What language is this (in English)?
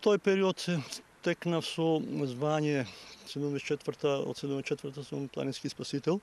Macedonian